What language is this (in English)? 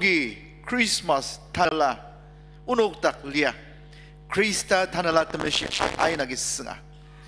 Ao Naga